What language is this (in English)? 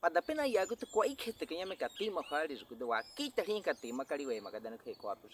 Baniwa